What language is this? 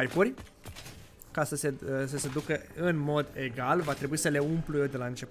Romanian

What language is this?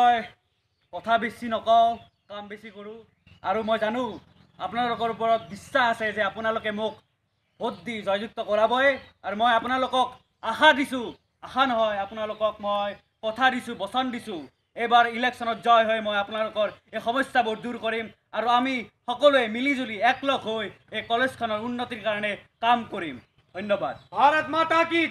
Assamese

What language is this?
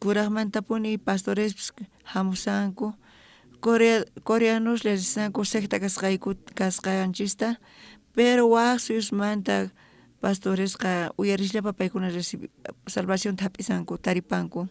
South Bolivian Quechua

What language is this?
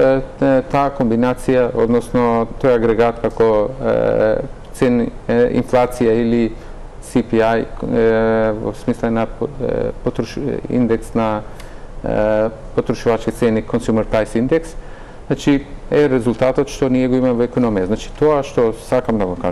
Macedonian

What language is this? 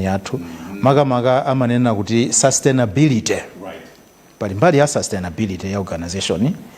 Nyanja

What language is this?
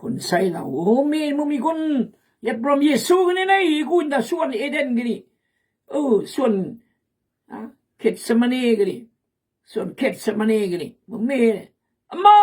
Khmu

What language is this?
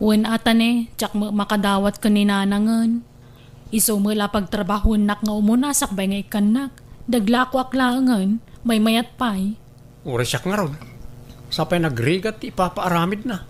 Iloko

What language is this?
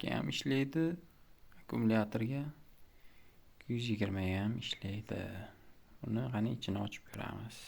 Uzbek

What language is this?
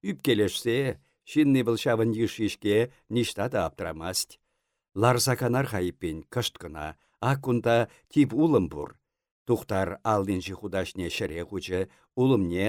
Chuvash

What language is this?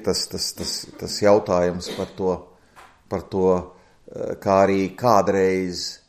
Latvian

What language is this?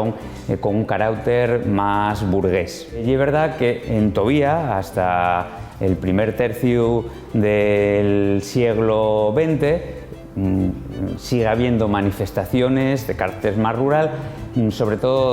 Asturian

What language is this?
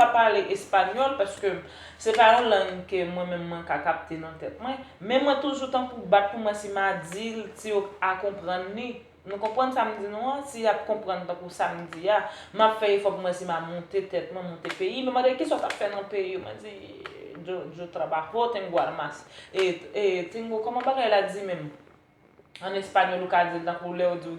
Haitian Creole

